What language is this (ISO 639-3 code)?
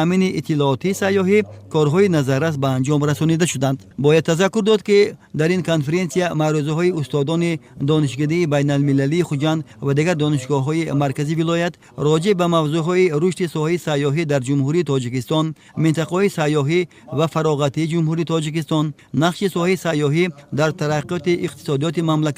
tgk